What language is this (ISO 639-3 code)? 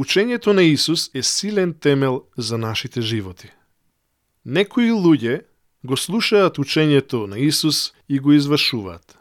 mkd